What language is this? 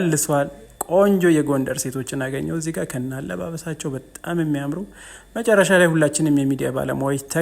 Amharic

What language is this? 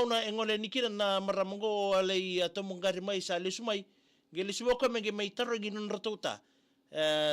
Fijian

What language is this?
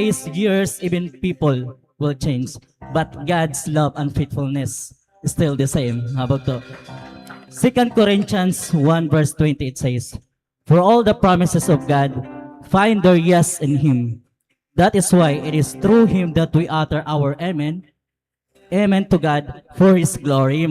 Waray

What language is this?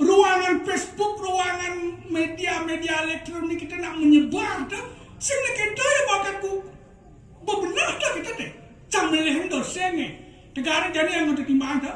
Balinese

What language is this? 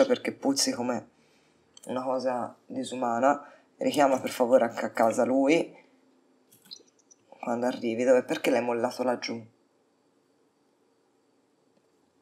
Italian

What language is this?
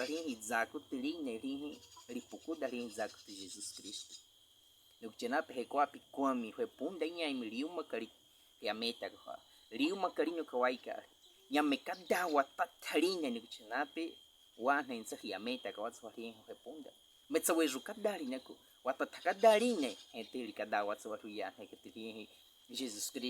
Baniwa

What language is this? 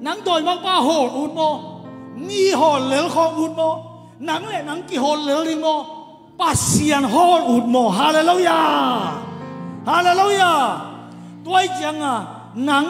Tedim Chin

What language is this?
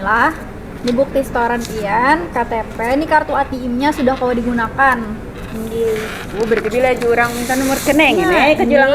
Banjar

